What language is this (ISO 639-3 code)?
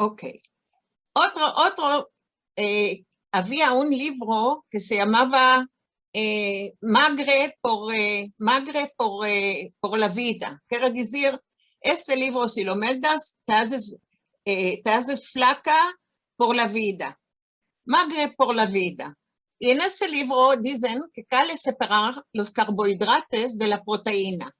lad